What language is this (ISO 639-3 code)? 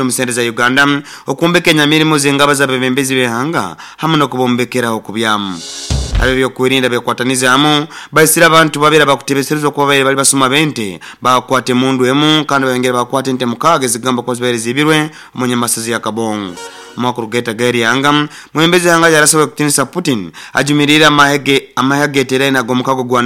nyn